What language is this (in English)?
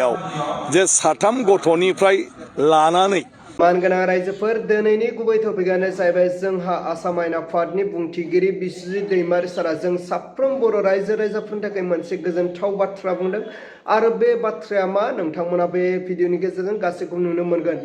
Bodo